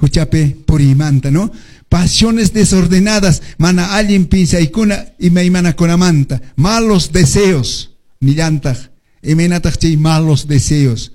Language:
Quechua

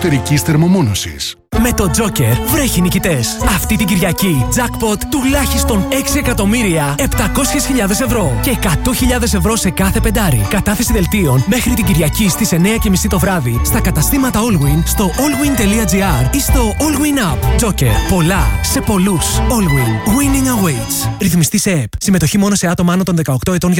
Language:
Greek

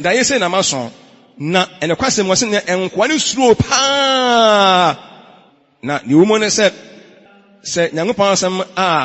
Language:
Akan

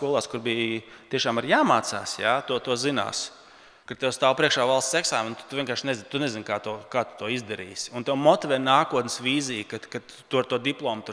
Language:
Latvian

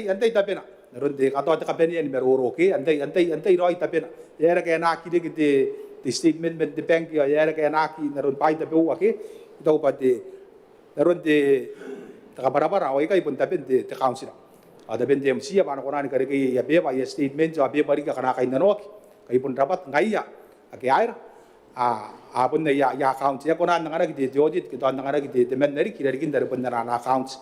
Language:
Gilbertese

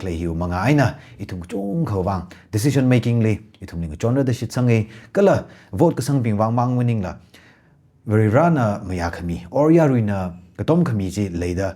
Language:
Tangkhul Naga (India)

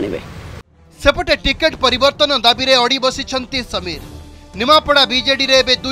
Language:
Odia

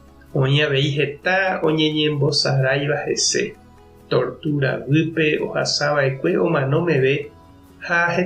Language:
Guarani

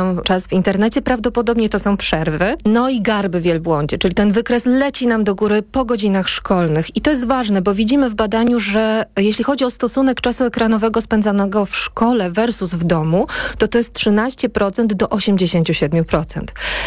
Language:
Polish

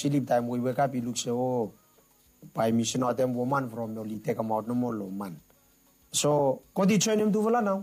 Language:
Bislama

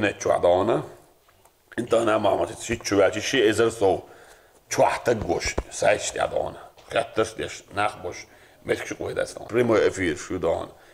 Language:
Chechen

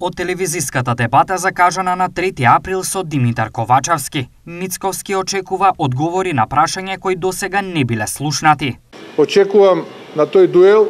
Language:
Macedonian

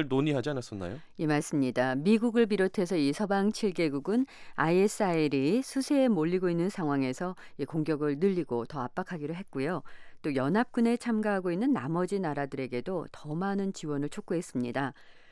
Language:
Korean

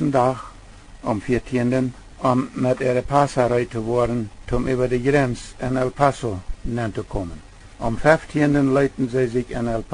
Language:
Plautdietsch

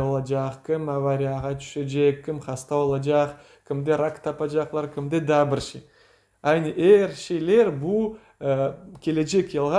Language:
Crimean Tatar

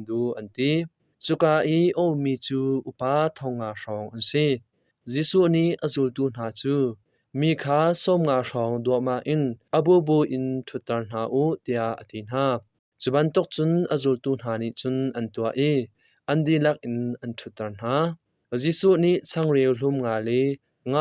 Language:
Hakha Chin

